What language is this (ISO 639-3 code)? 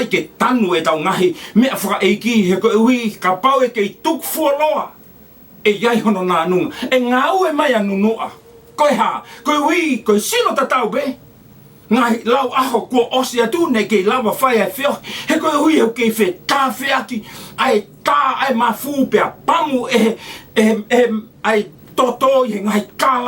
ton